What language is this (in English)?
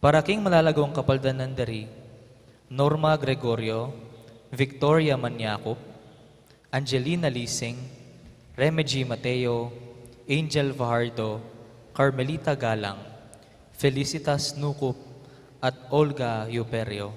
Pampanga